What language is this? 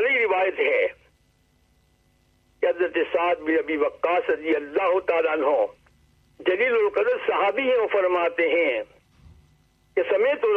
Urdu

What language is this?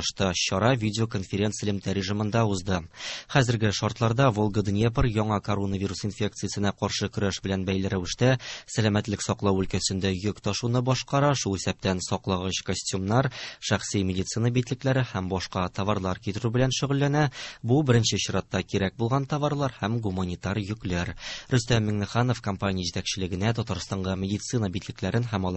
Tatar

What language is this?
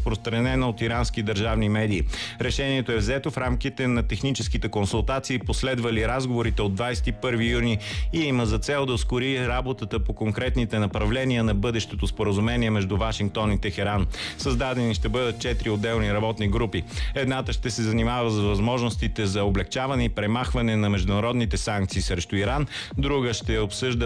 Bulgarian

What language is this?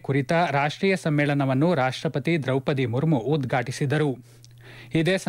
Kannada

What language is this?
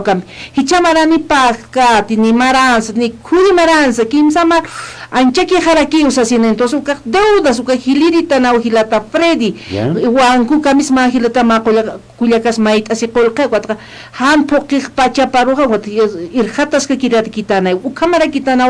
Aymara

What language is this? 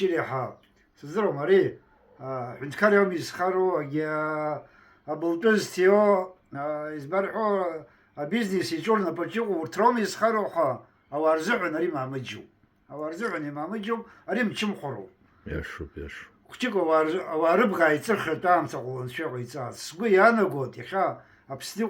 Abkhazian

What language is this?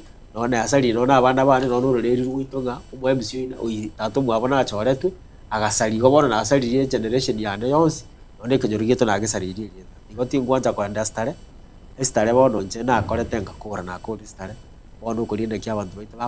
Gusii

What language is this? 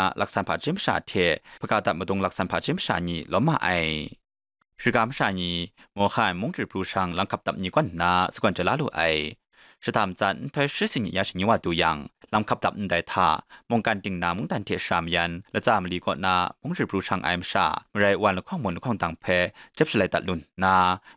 Kachin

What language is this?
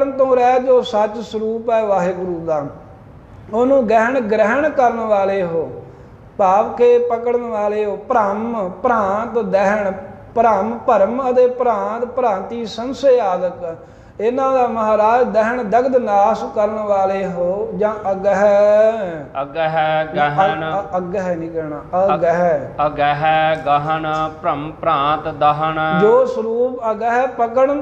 Punjabi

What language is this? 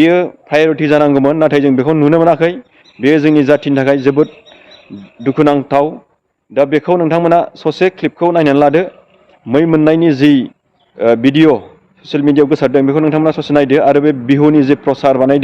Bodo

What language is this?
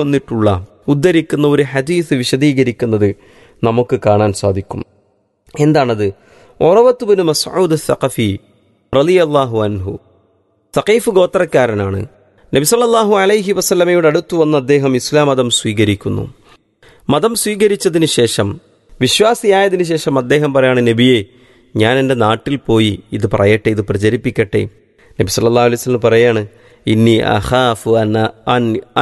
Malayalam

